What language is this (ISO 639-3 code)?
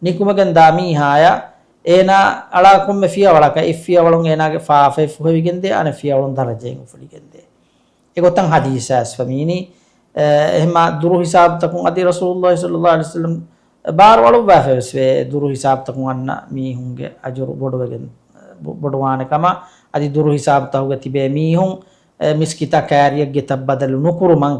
div